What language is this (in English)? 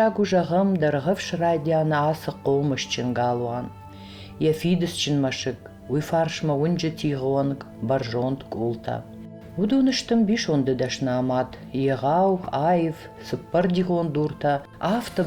Ossetic